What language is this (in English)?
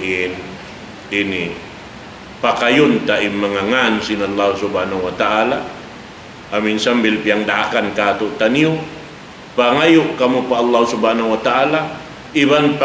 Tausug